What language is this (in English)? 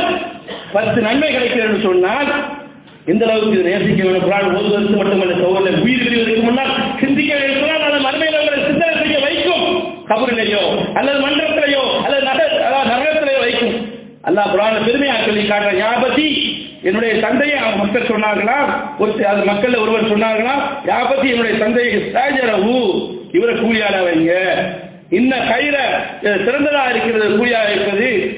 Tamil